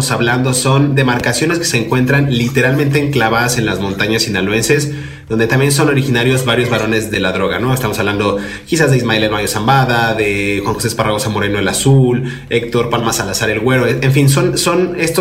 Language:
Spanish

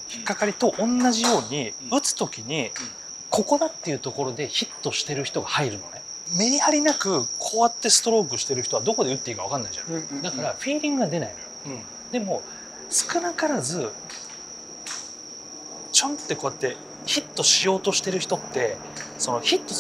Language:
Japanese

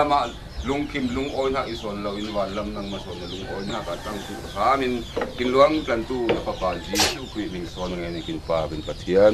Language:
Falam Chin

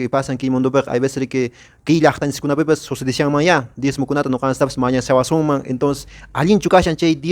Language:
Quechua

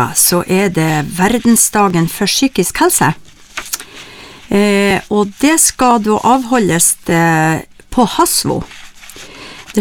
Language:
Norwegian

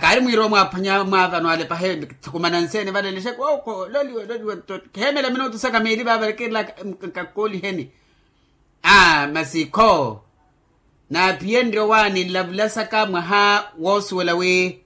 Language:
Makhuwa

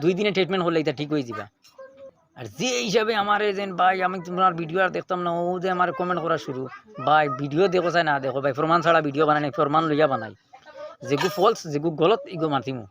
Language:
Sylheti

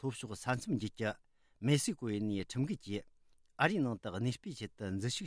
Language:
Tibetan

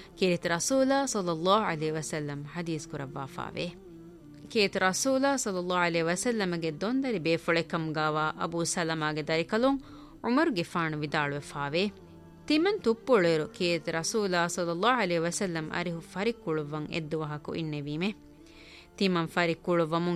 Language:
Divehi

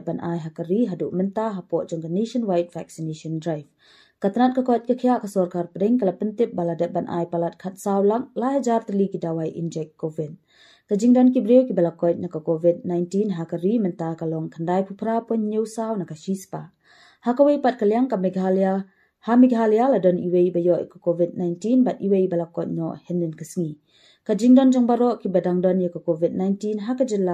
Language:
Khasi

